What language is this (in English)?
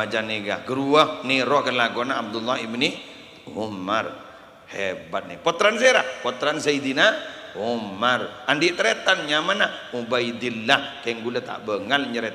Madurese